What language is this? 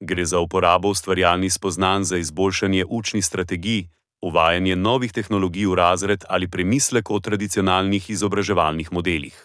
Slovenian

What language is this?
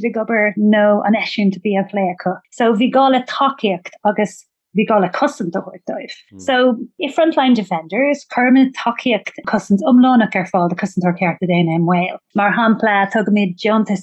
Irish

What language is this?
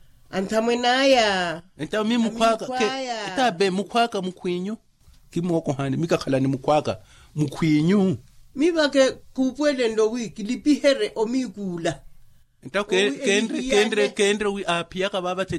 Makhuwa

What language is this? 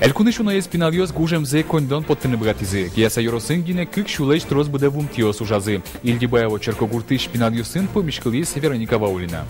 Udmurt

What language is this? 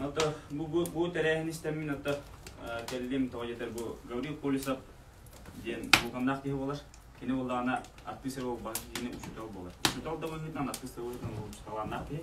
Yakut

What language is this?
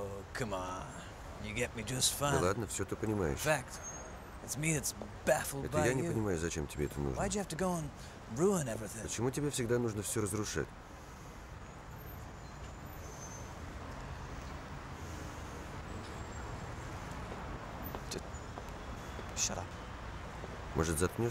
Russian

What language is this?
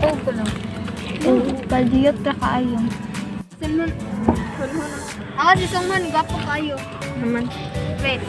Cebuano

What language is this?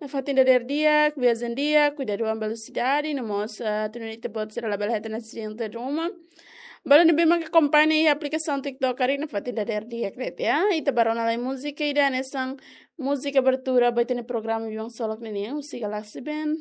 Tetum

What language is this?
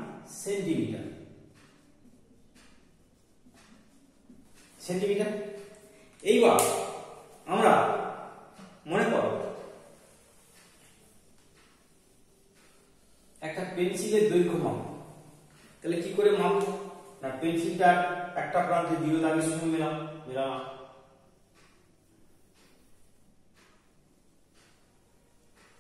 Bangla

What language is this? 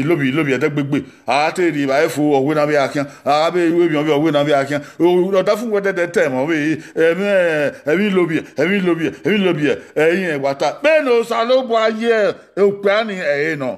Bini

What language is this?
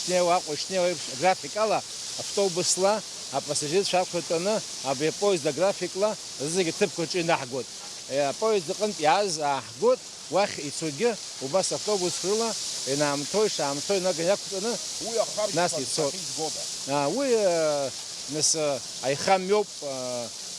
Abkhazian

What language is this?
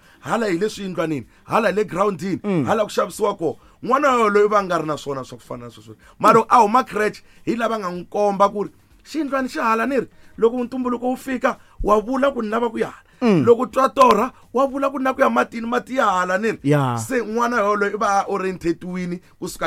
Tsonga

